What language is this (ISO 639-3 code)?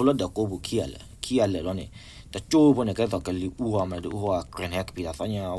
ksw